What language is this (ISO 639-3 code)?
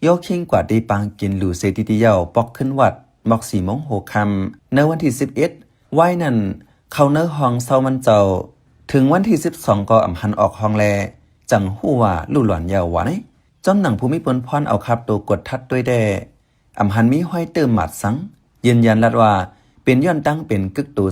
shn